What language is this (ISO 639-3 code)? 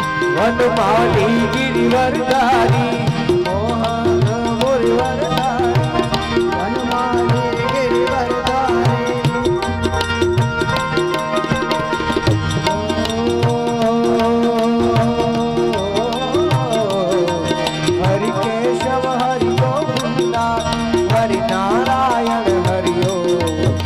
guj